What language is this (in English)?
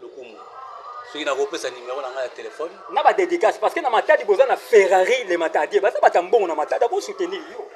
Lingala